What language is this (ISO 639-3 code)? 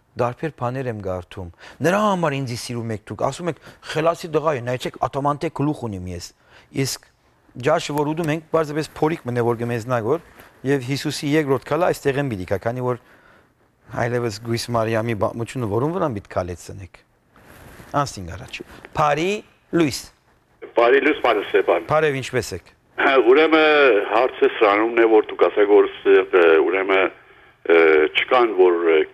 hyw